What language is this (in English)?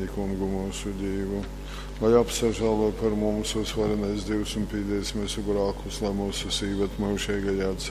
Latgalian